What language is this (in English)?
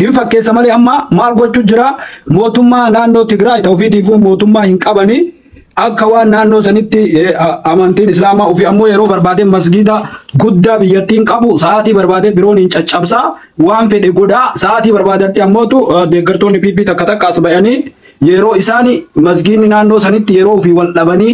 Oromo